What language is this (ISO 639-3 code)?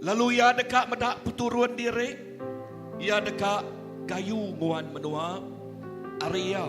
iba